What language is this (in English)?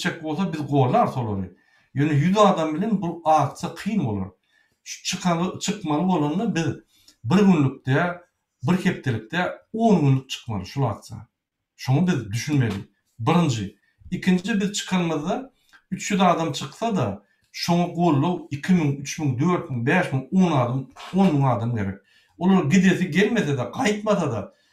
Turkmen